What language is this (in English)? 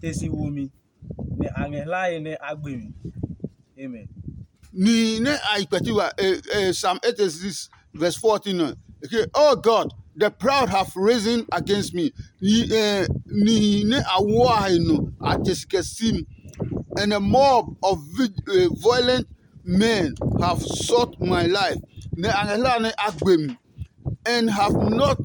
Adangme